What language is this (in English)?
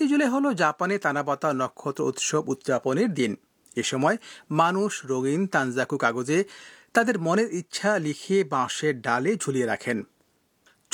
Bangla